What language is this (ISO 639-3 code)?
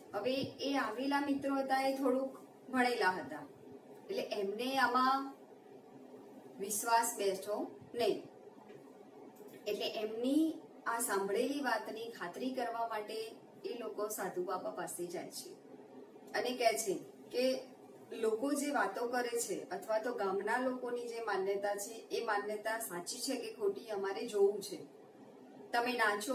guj